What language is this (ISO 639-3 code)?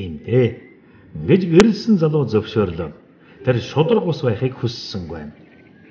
mon